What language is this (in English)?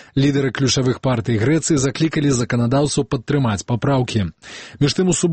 Belarusian